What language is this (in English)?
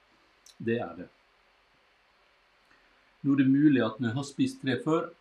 Norwegian